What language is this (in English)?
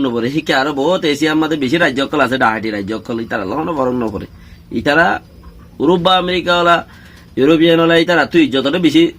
Rohingya